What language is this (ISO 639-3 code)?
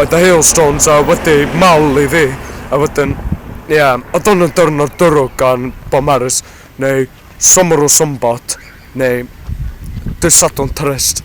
cym